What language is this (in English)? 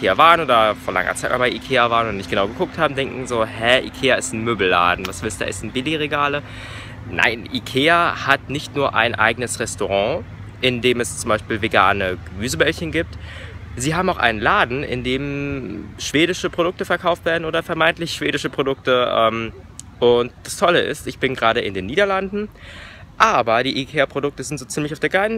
German